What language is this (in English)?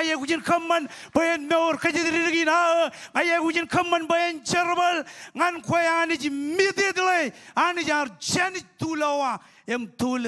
Marshallese